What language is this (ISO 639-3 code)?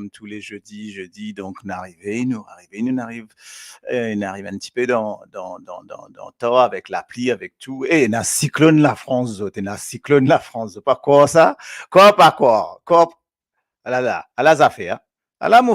mfe